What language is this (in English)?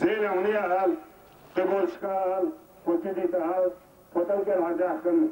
Chechen